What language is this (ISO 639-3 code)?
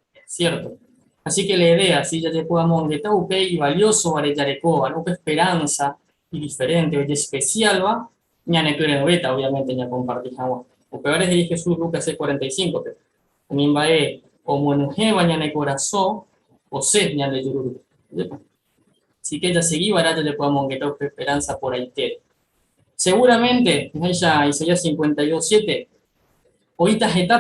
grn